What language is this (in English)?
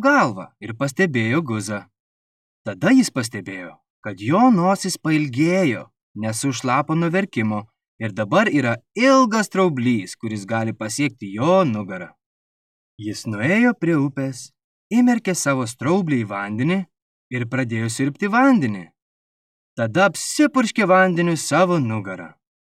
Lithuanian